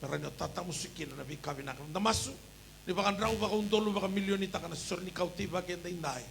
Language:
Fijian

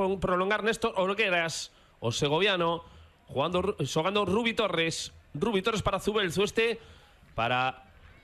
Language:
Galician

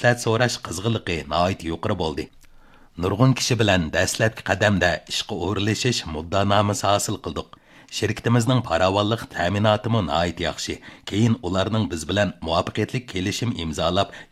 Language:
Uyghur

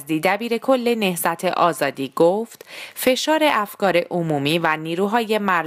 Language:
Persian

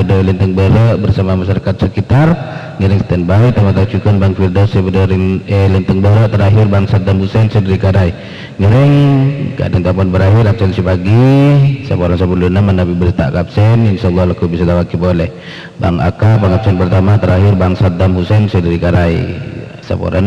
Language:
Madurese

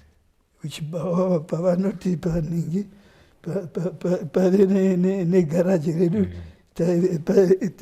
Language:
Shona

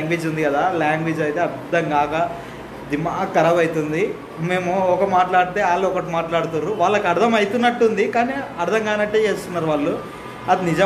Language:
Telugu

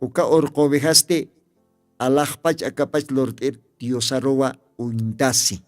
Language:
Aymara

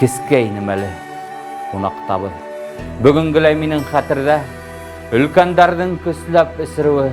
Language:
Bashkir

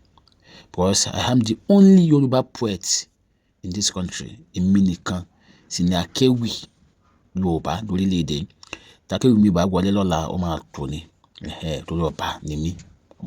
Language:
Yoruba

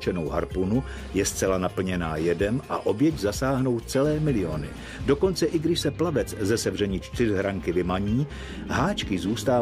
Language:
Czech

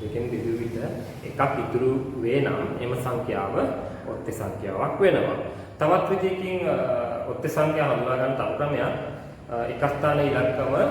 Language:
Sinhala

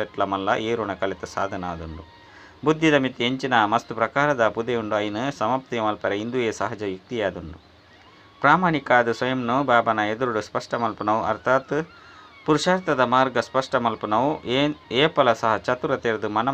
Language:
Tulu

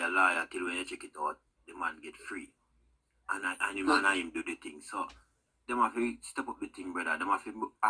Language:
Jamaican Creole English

